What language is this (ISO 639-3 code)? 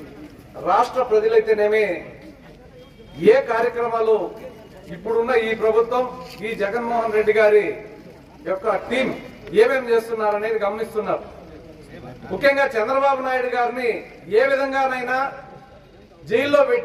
tel